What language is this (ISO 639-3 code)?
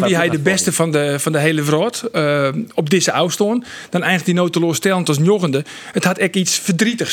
fry